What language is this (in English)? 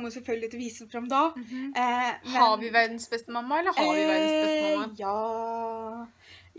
Norwegian